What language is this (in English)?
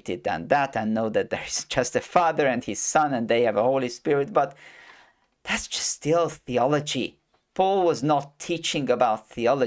English